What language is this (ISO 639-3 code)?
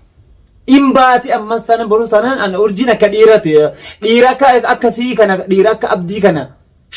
orm